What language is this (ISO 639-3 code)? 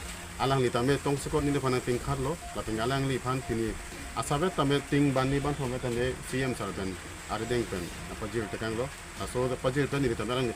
mjw